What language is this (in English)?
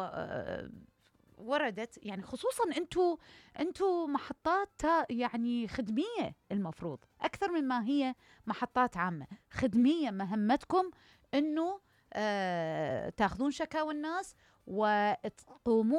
Mesopotamian Arabic